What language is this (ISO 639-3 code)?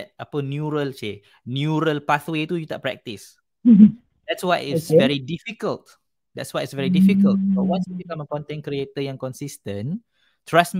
msa